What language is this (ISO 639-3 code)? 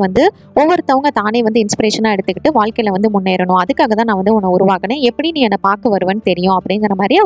tam